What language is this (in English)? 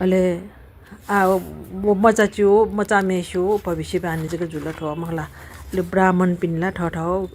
Newari